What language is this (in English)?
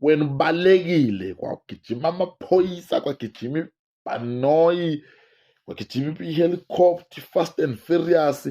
Zulu